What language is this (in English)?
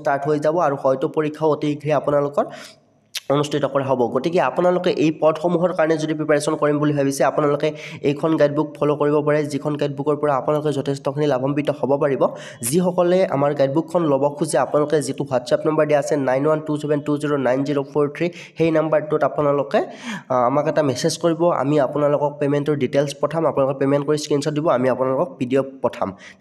Assamese